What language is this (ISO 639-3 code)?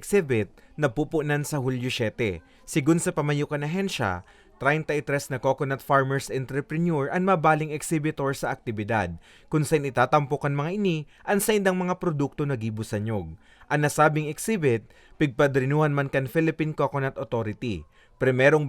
bik